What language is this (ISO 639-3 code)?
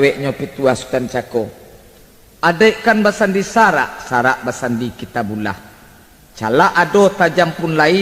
min